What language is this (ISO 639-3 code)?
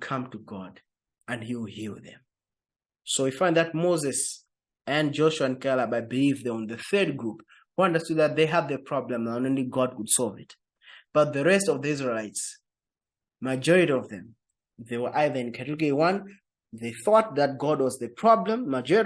eng